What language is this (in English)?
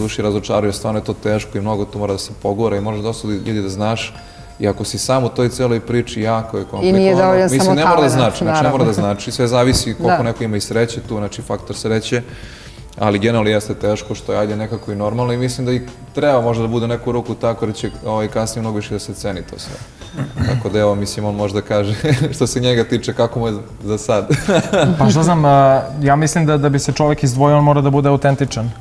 Serbian